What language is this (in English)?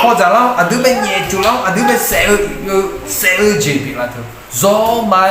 Akha